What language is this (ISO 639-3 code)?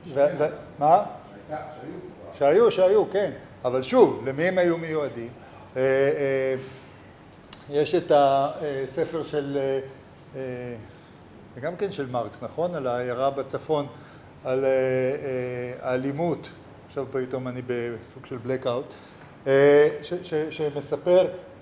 heb